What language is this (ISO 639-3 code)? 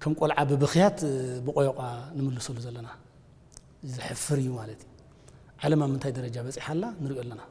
tir